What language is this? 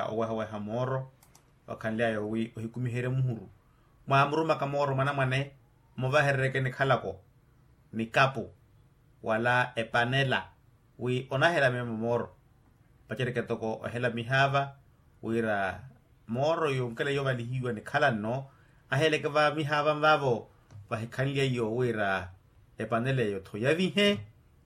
Makhuwa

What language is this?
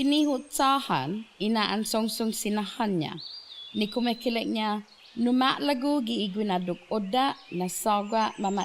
Chamorro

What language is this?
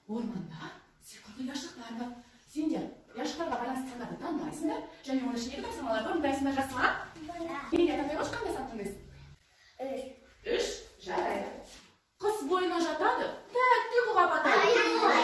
Kazakh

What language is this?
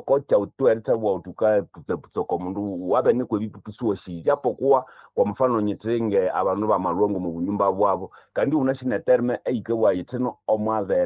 Nande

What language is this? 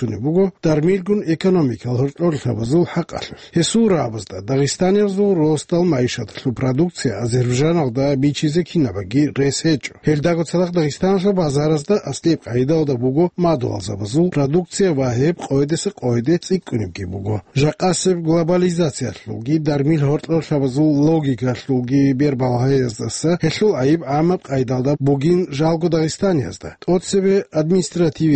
Avaric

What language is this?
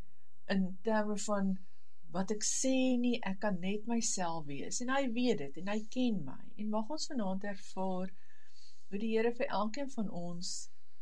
Afrikaans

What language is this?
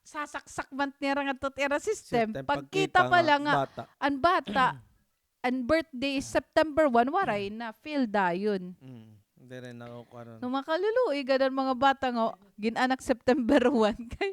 Waray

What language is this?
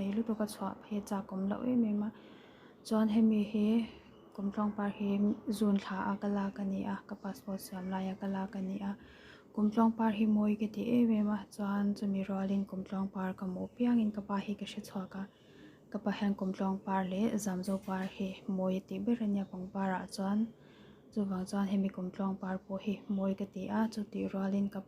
Mizo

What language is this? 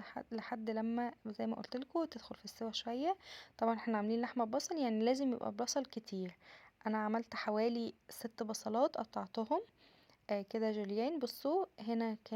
Egyptian Arabic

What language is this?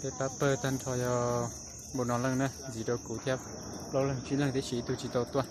Hmong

